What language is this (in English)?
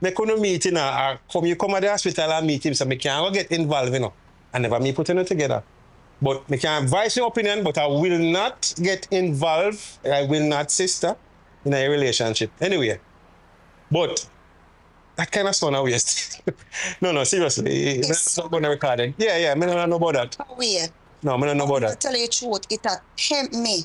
Jamaican Creole English